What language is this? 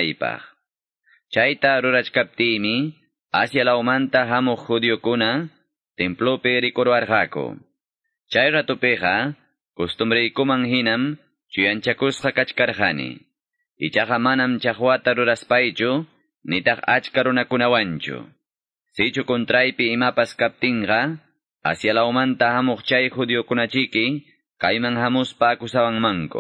Quechua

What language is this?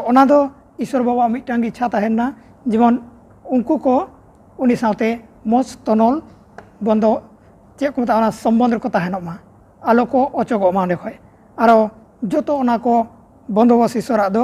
Santali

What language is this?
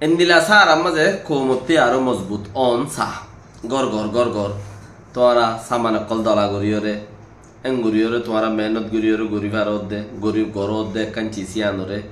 Rohingya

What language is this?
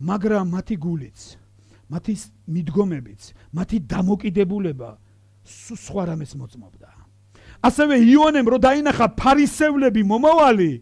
Georgian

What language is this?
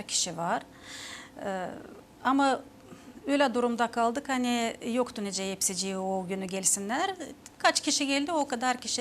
Gagauz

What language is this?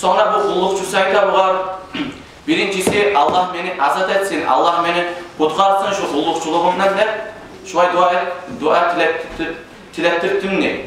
Kumyk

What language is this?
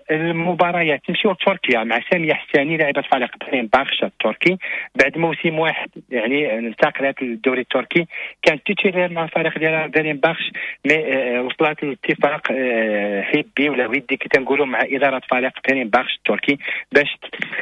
Moroccan Arabic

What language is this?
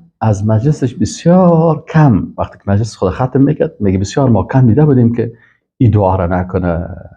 Persian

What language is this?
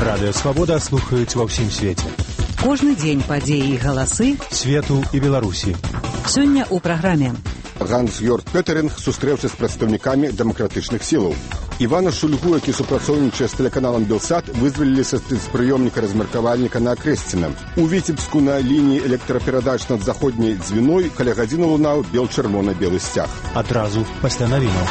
Belarusian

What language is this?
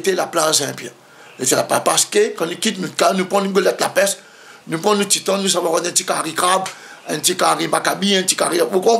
Réunion Creole French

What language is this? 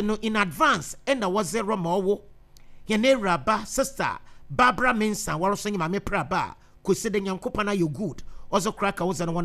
Akan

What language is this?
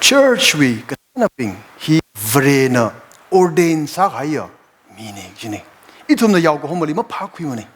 Tangkhul Naga (India)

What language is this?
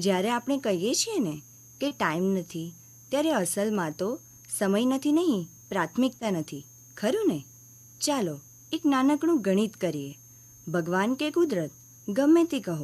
Gujarati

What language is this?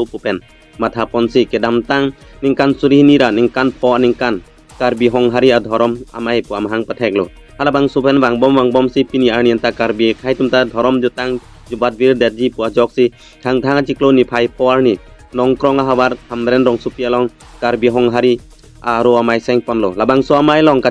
Karbi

